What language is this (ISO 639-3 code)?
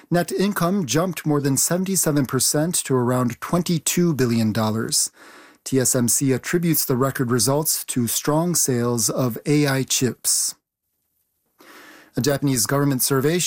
eng